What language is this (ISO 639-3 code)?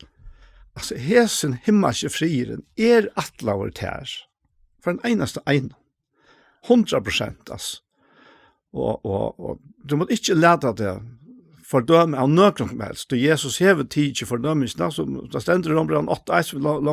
fao